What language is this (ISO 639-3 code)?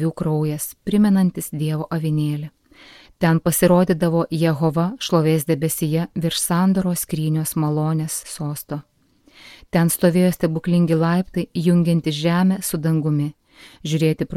lit